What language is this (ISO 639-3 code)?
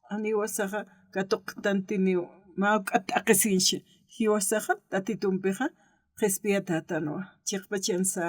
aym